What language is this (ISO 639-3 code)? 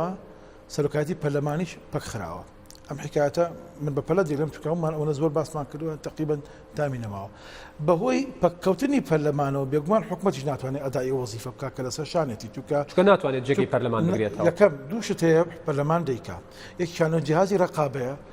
ckb